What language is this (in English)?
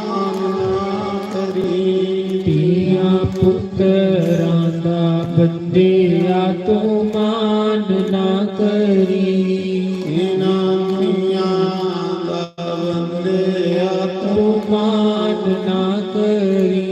Dogri